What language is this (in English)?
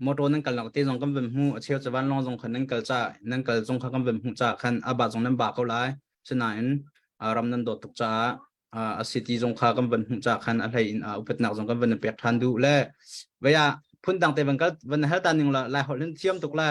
Hakha Chin